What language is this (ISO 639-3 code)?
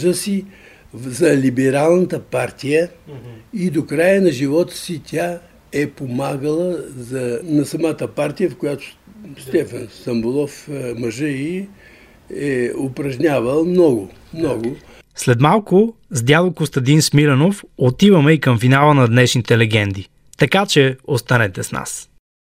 bul